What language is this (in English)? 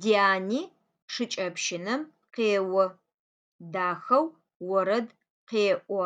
Adyghe